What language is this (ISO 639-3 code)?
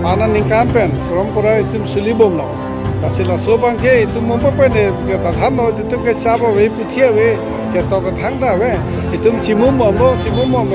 mjw